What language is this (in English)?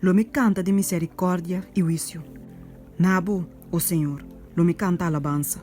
Papiamento